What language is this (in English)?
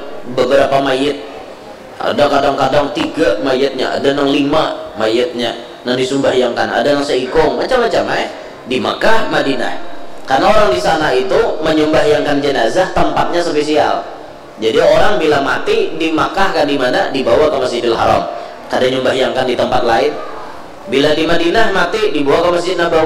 Banjar